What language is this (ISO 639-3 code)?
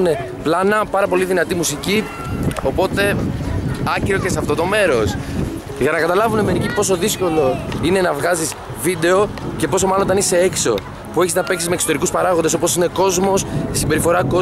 ell